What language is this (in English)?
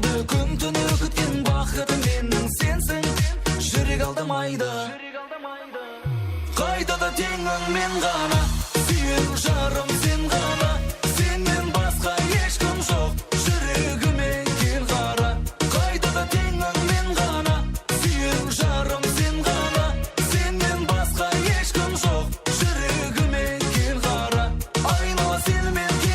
Kara-Kalpak